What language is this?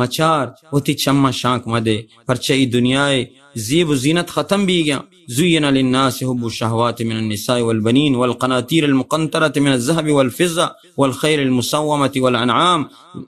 Baluchi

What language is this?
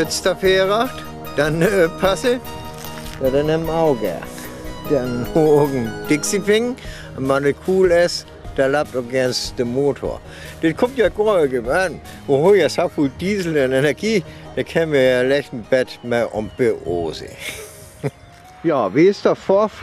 Northern Frisian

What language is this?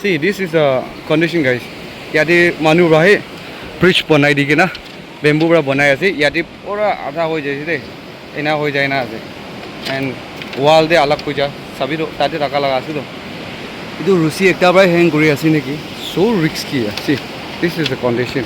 Naga Pidgin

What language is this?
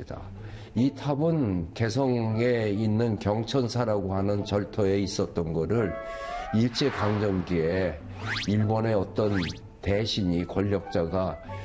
Korean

